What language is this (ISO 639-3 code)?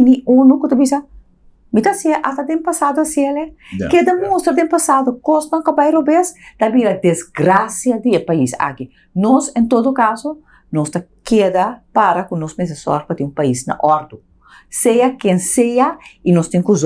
pap